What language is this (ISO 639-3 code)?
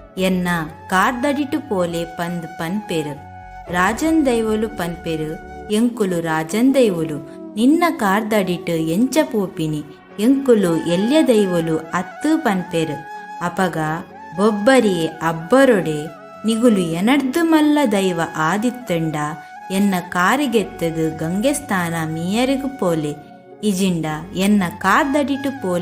tcy